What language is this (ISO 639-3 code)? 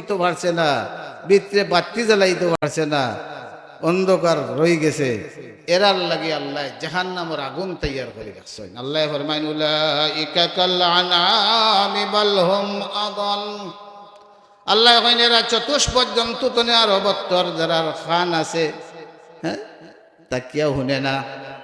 syl